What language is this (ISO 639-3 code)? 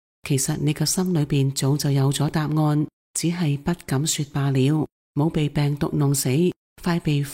yue